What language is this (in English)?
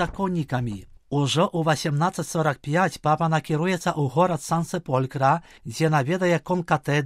Belarusian